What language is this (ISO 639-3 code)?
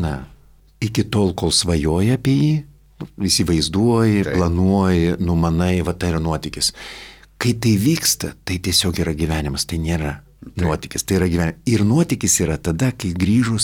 lit